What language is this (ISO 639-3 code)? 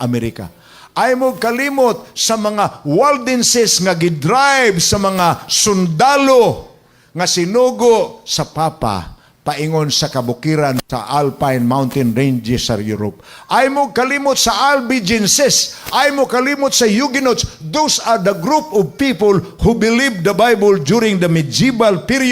ceb